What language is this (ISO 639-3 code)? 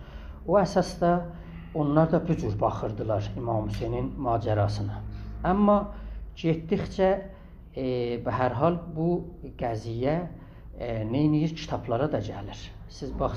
azb